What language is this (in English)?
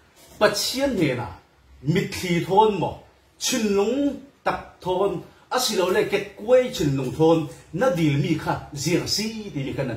Falam Chin